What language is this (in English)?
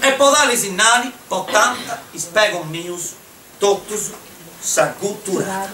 Sardinian